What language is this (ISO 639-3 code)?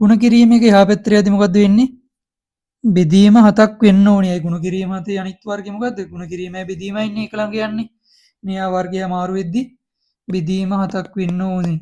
sin